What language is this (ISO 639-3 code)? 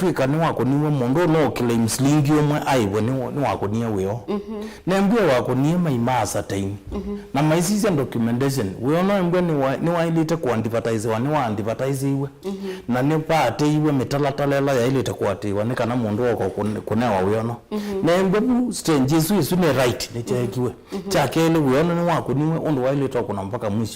kam